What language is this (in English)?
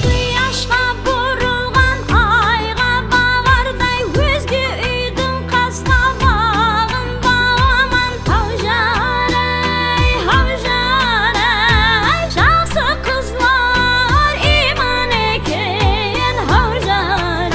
Kara-Kalpak